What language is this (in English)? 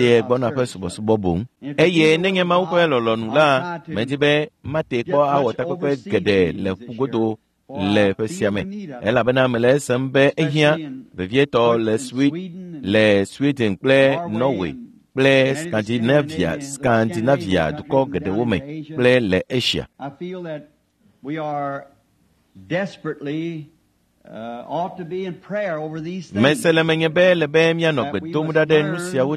Ewe